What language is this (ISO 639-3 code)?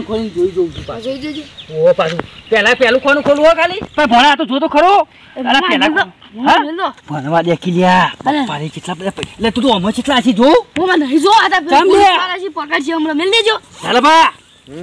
guj